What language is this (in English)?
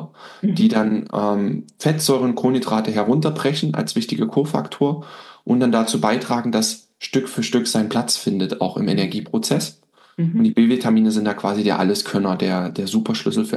German